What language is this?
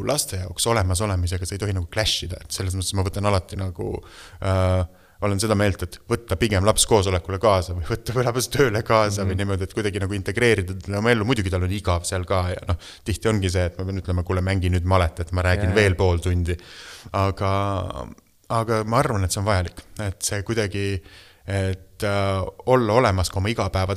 Estonian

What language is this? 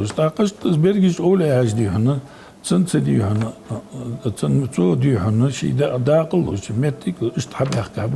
Ingush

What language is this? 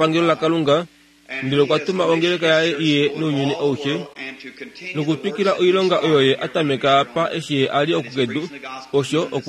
Kuanyama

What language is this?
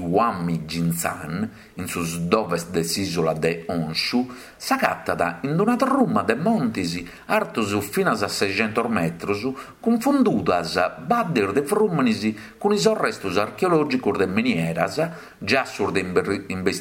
Sardinian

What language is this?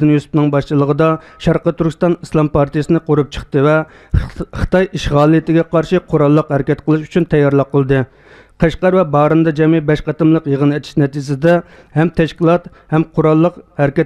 Uyghur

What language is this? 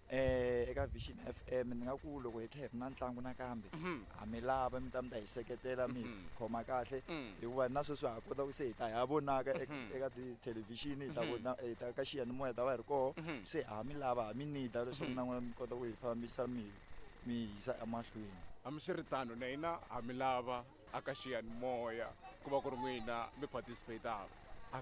Tsonga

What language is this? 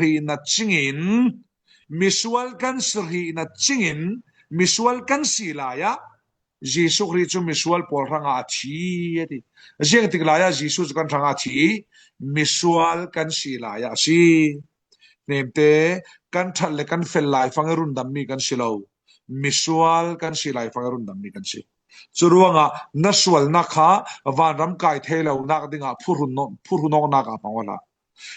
Falam Chin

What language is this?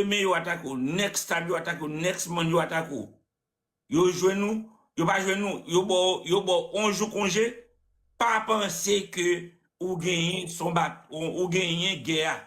Haitian Creole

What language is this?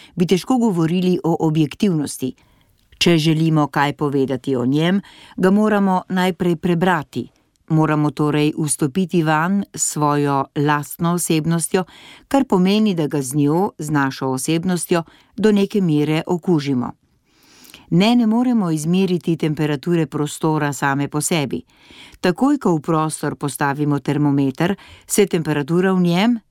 Slovenian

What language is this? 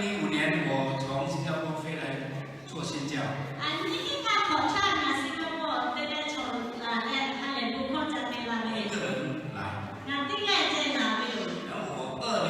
Lahu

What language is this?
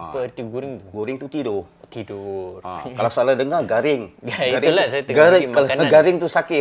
Banjar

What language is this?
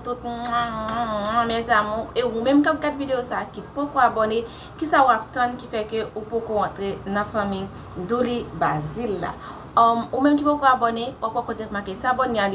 Haitian Creole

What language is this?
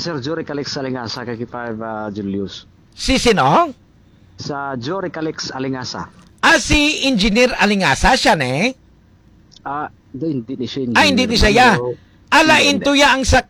Hiligaynon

